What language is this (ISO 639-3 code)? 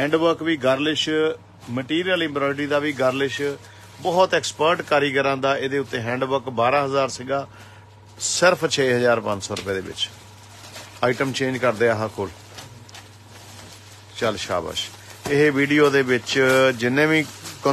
pan